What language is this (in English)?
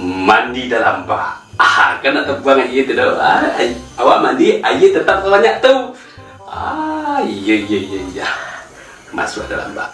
Minangkabau